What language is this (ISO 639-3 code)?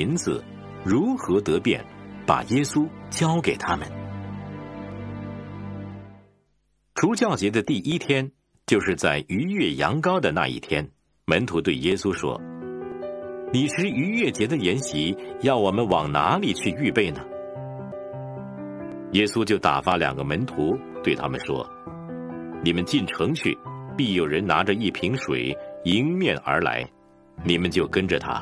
zho